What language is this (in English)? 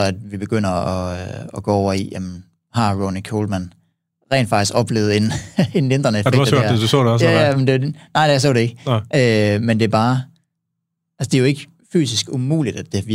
Danish